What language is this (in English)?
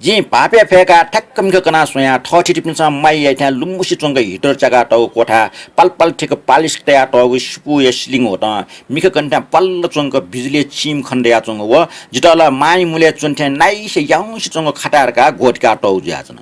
Newari